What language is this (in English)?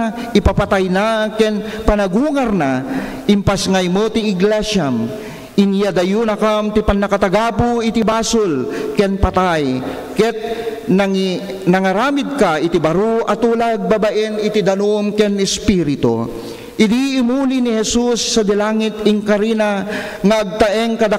Iloko